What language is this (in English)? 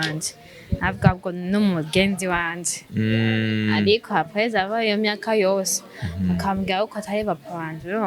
Rundi